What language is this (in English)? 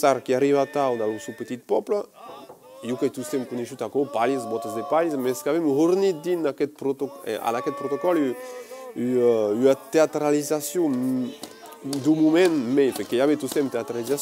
Occitan